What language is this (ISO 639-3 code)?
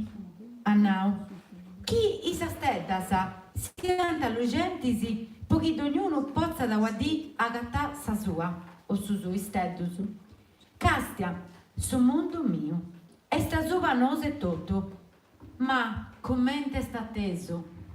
srd